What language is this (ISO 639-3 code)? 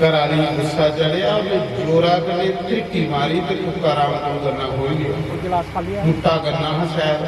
doi